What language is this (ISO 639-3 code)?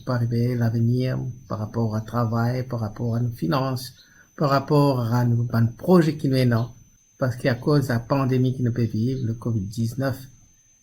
mfe